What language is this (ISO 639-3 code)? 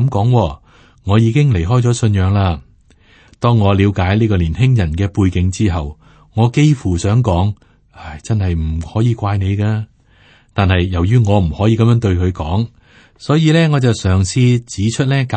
yue